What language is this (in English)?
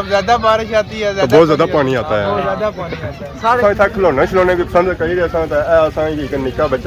Pahari-Potwari